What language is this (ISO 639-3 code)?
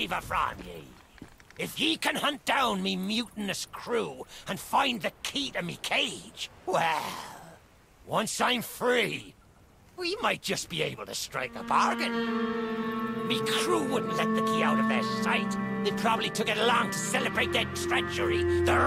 eng